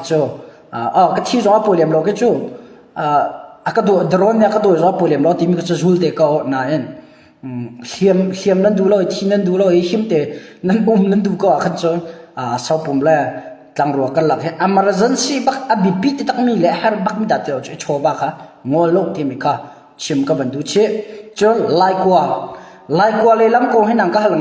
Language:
Hakha Chin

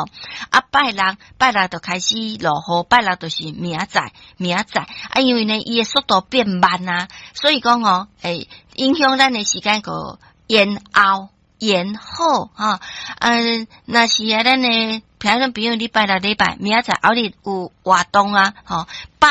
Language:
Min Nan Chinese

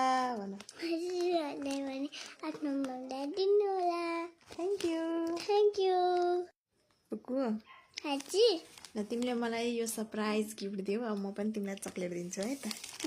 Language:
Nepali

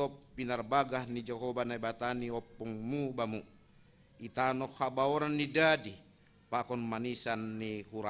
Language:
Batak Simalungun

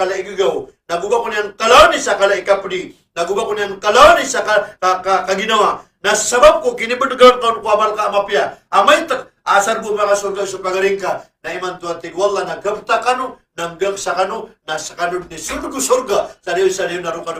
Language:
Maranao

